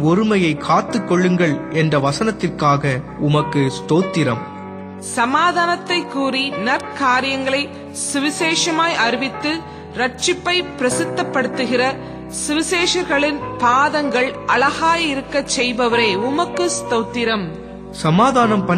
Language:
Tamil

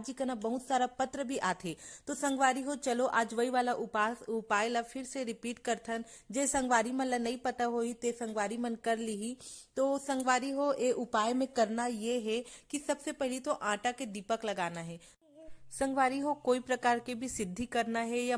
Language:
Chhattisgarhi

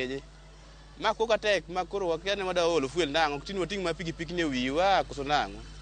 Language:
Luo (Kenya and Tanzania)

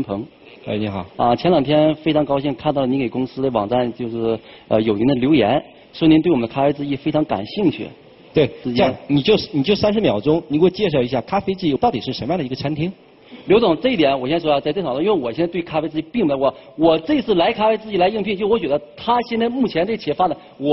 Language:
Chinese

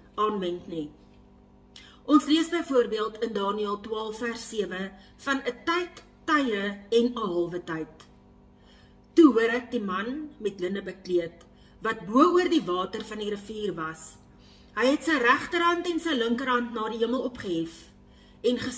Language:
Afrikaans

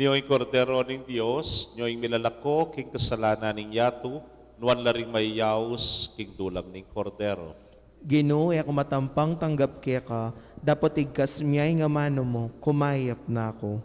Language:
Pampanga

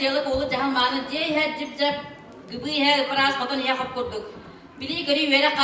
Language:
Yakut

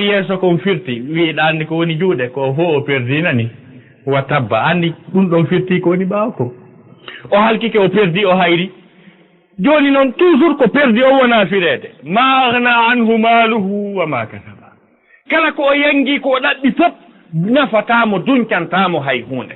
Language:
Fula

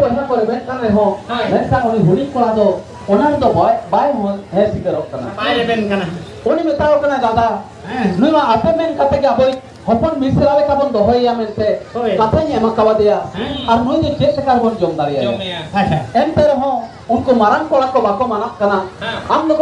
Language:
Santali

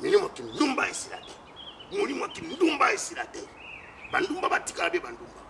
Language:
Lingala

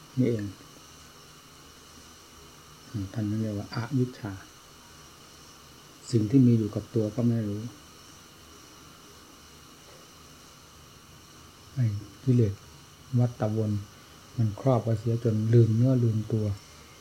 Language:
Thai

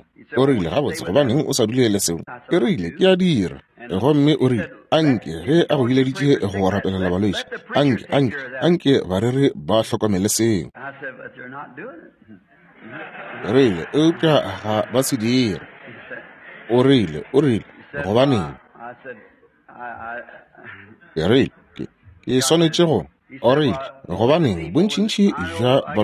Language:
Northern Sotho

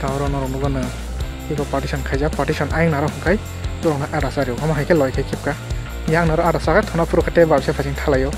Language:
Kok Borok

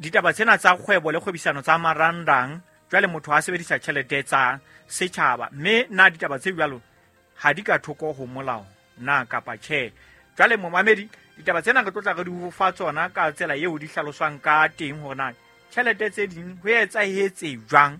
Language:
Southern Sotho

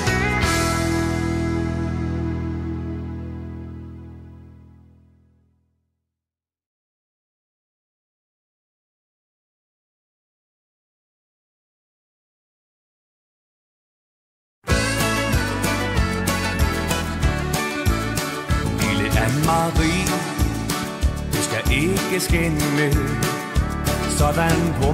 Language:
Danish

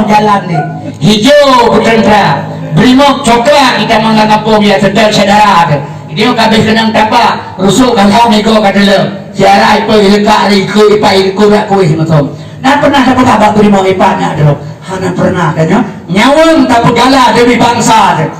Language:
Achinese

